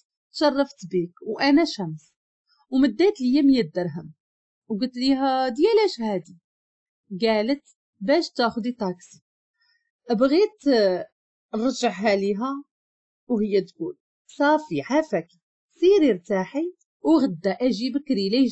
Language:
Moroccan Arabic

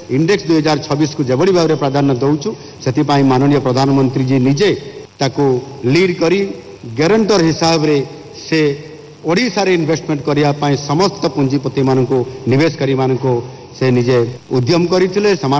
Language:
Odia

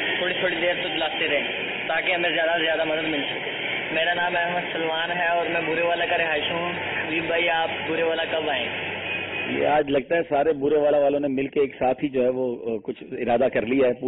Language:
Urdu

